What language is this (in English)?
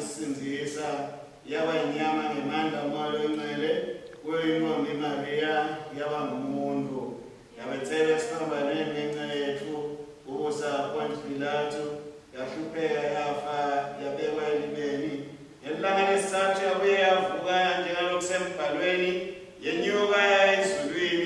Swati